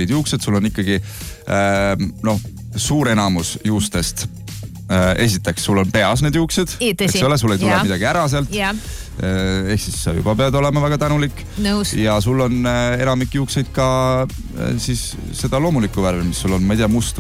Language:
Estonian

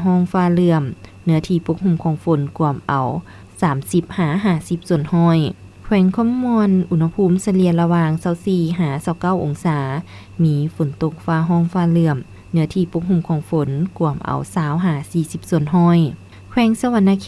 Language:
Lao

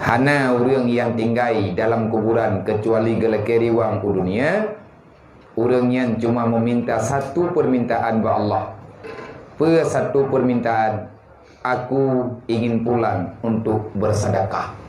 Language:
Achinese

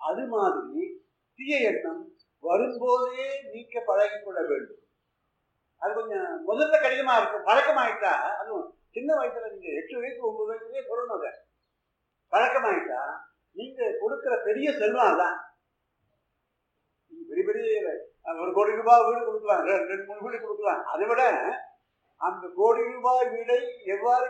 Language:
Tamil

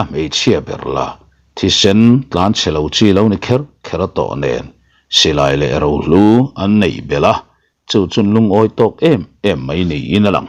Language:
Mizo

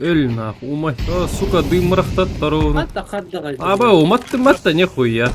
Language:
Yakut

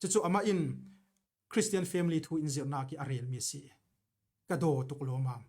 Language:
Falam Chin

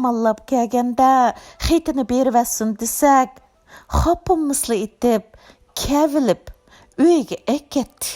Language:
Uyghur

